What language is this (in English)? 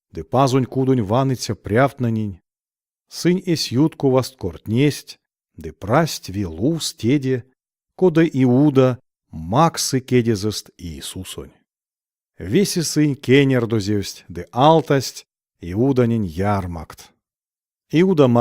Erzya